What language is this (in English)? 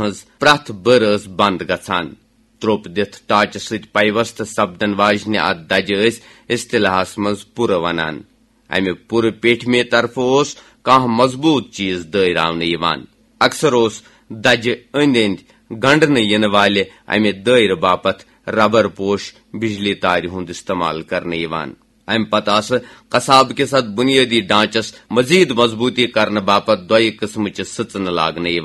Kashmiri